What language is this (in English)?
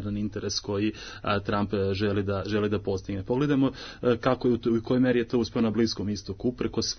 Serbian